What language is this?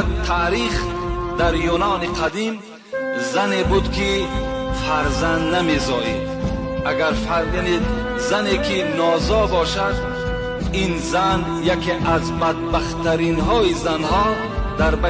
Tajik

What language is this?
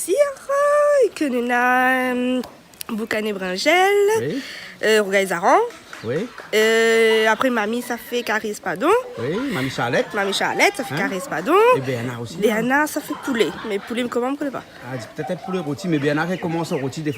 Réunion Creole French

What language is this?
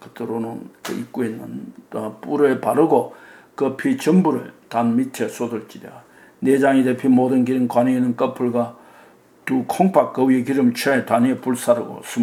Korean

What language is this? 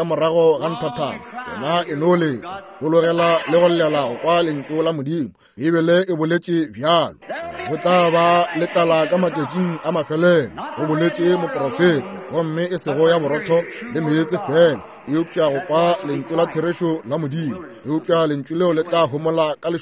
Northern Sotho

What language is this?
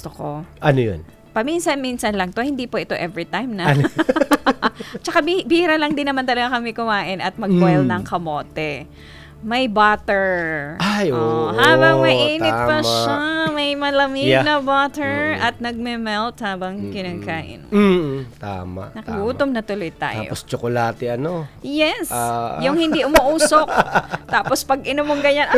Filipino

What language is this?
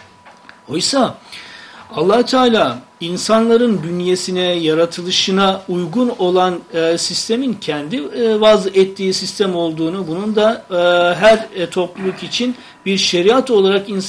Turkish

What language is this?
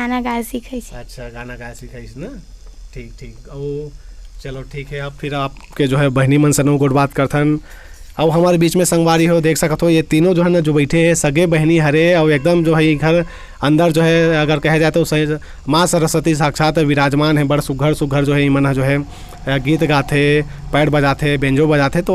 Chhattisgarhi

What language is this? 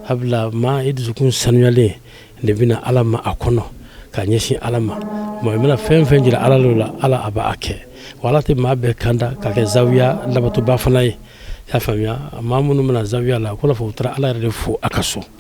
Bambara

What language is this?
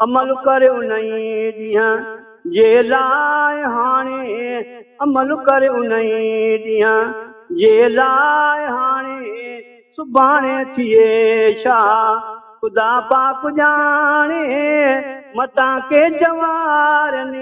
Saraiki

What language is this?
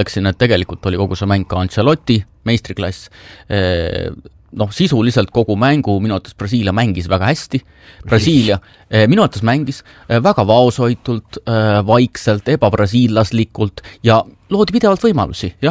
Estonian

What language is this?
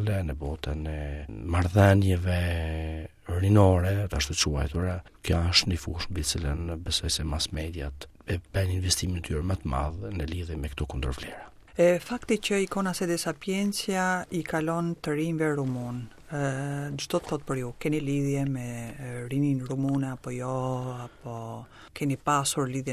Albanian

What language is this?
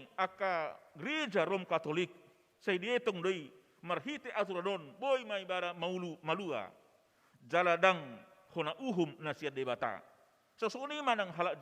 Batak Toba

